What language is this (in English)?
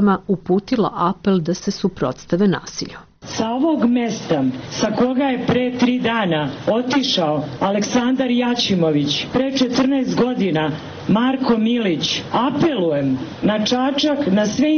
Serbian